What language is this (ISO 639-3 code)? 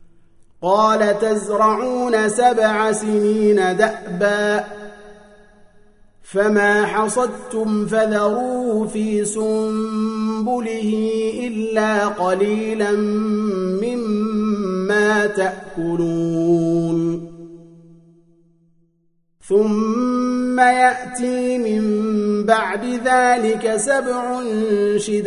ara